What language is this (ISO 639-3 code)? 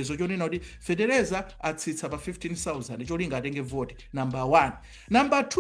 nya